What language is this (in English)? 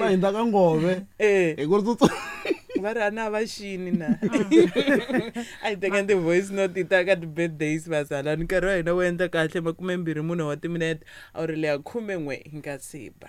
Tsonga